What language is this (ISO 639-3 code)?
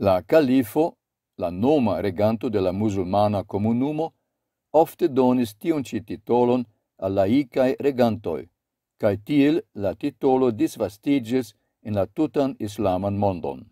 epo